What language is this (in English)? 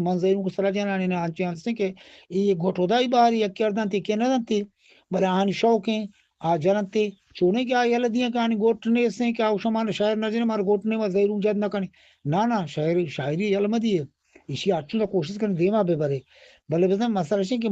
Eastern Balochi